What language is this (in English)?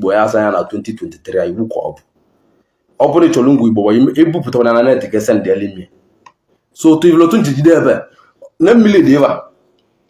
Igbo